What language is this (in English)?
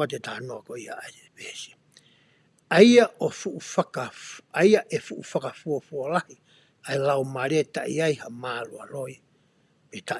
Tongan